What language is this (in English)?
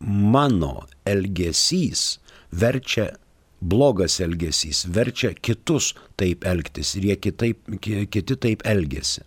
Lithuanian